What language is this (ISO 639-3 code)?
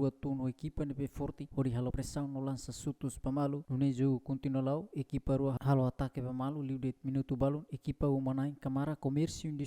tet